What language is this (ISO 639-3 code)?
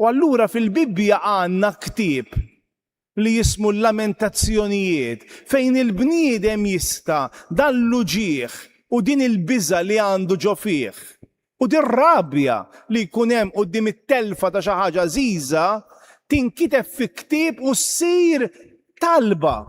mlt